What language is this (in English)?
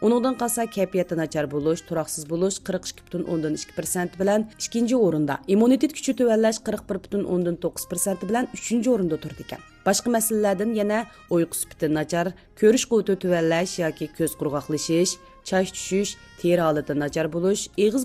Uyghur